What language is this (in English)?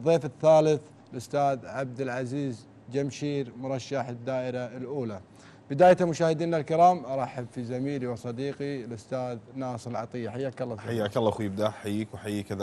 Gulf Arabic